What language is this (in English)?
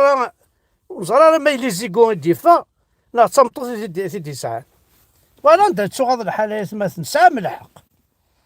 Kabyle